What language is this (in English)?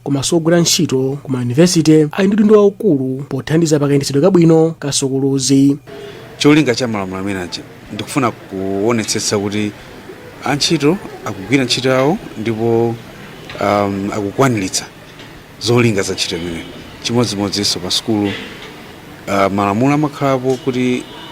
Nyanja